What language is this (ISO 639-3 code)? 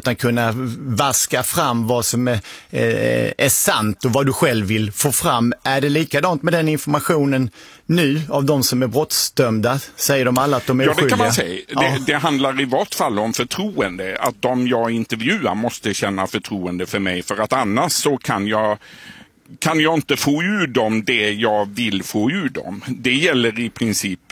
swe